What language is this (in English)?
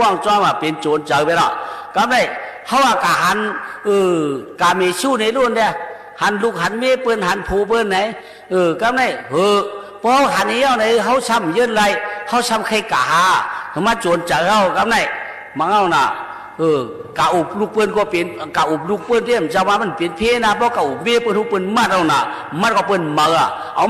Shan